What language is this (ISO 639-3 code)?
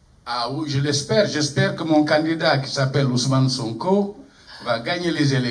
fra